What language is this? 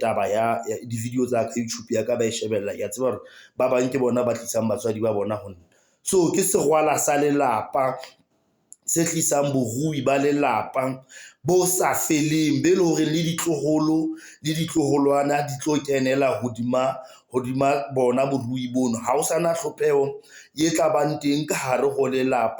Southern Sotho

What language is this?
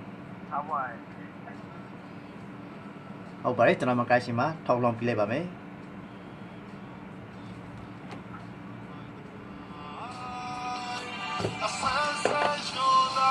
Burmese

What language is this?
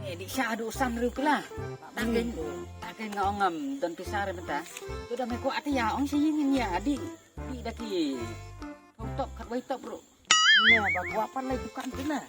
Khasi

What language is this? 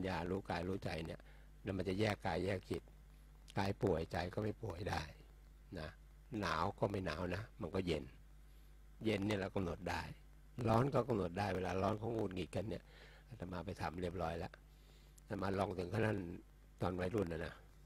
Thai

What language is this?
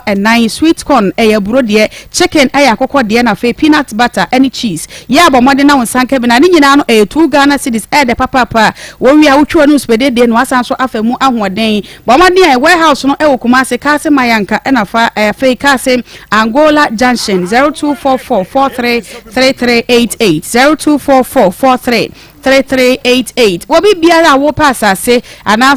Akan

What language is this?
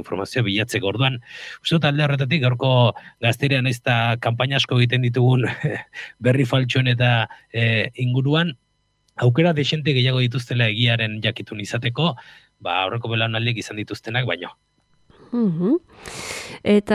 Basque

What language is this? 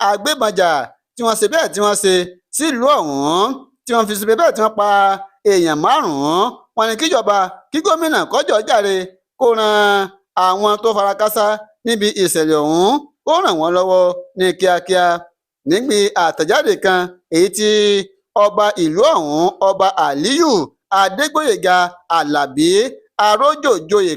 Yoruba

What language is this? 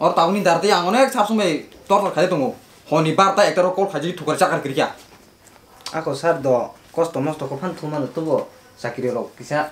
Kok Borok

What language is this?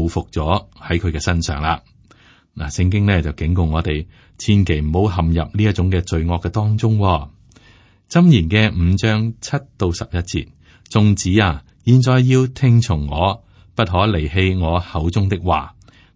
Cantonese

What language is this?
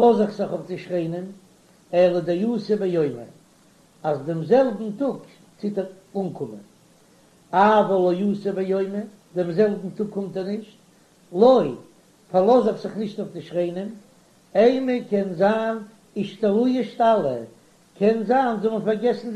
Yiddish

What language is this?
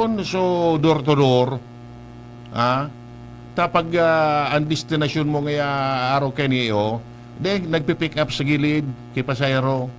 Bikol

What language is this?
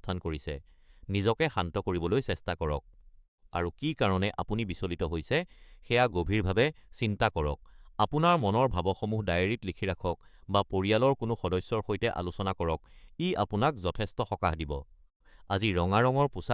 Assamese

